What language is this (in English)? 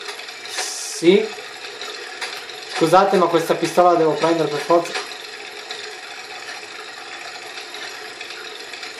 Italian